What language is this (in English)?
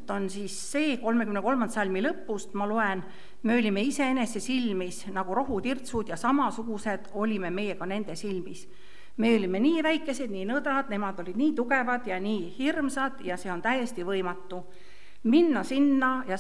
Estonian